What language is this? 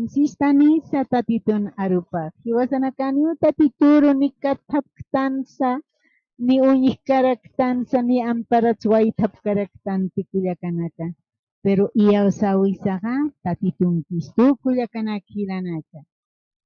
Aymara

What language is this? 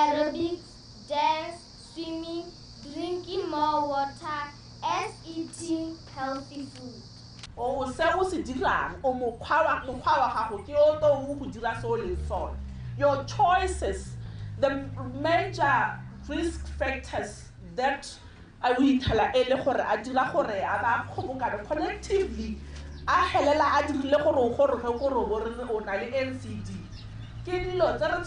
Tswana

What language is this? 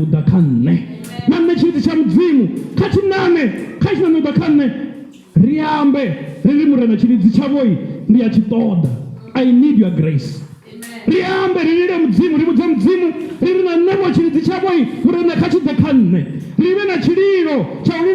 Venda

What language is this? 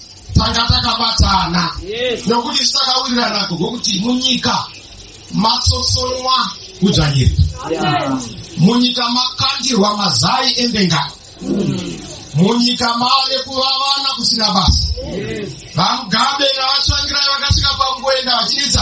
Shona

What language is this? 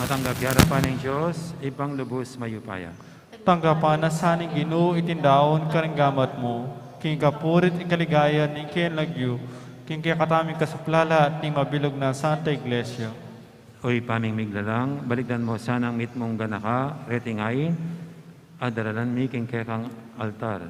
Pampanga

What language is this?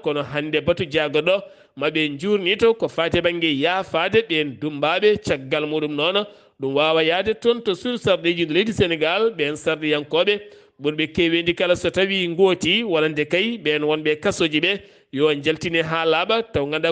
Fula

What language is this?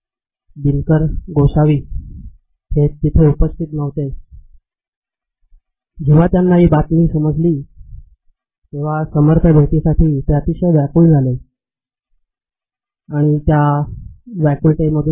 Marathi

